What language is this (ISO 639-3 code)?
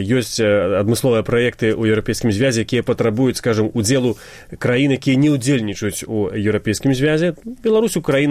bel